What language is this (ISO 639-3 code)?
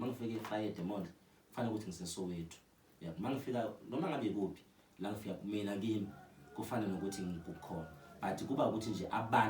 zul